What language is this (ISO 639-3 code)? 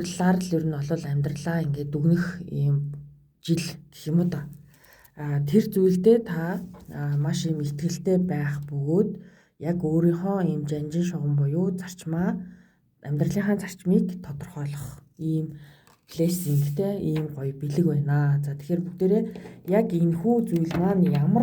mon